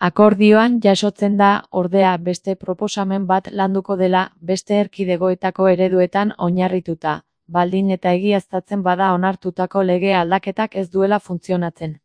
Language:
Basque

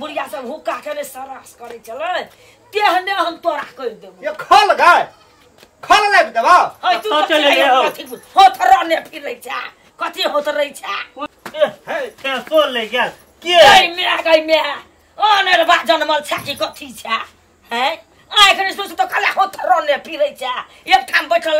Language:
Maithili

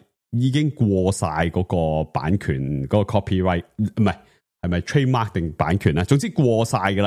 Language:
Cantonese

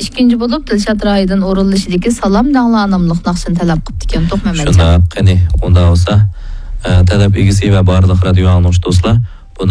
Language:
Uyghur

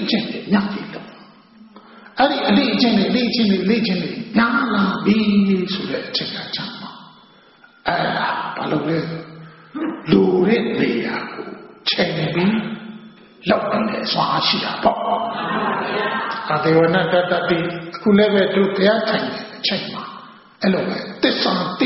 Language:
Burmese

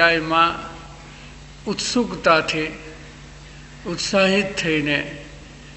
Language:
Gujarati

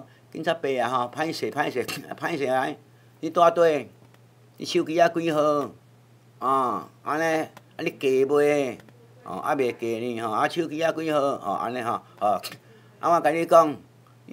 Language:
Min Nan Chinese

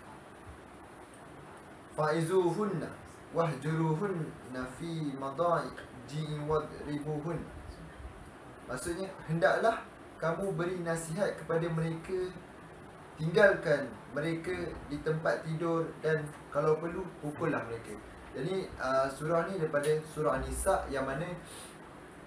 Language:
Malay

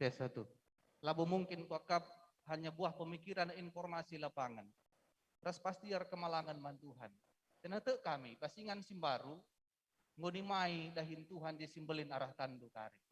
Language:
Batak Karo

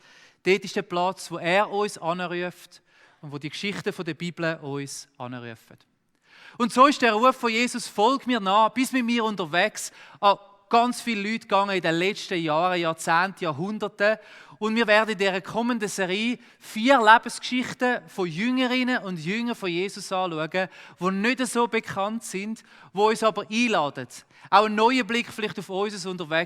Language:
Swiss German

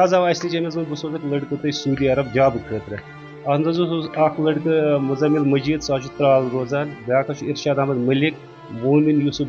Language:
Kashmiri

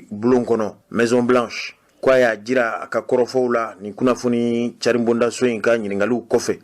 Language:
Bambara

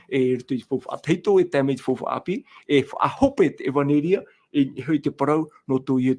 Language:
Tahitian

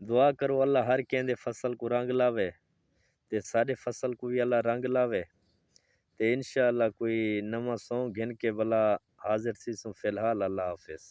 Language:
Saraiki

